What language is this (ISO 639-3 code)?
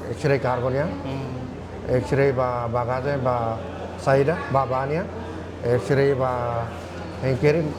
tet